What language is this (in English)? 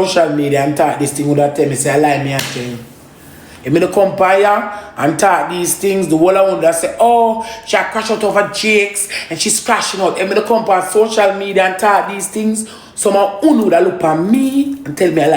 Jamaican Creole English